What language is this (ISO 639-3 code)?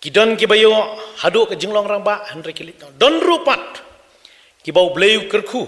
kha